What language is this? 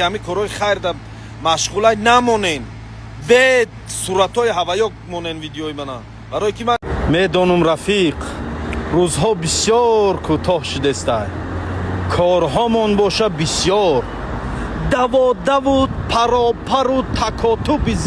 Tajik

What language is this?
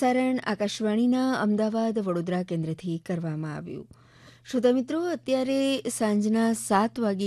Gujarati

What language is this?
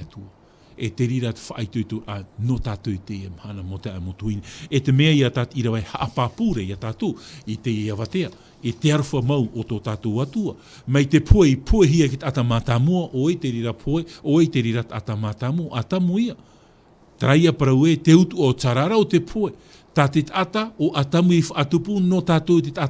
Tahitian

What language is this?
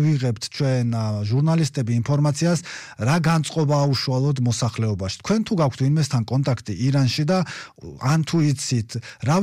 Georgian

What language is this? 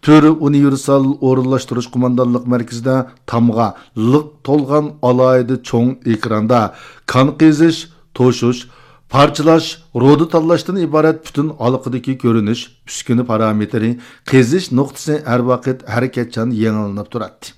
Uyghur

